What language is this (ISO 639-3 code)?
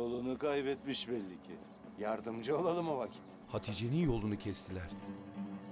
tur